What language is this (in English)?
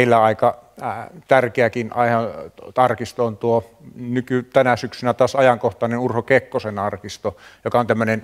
Finnish